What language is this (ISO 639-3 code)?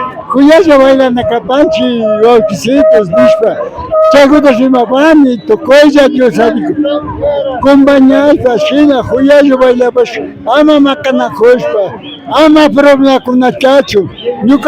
qvi